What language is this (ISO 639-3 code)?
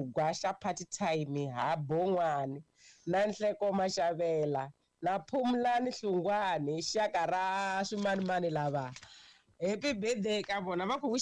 tso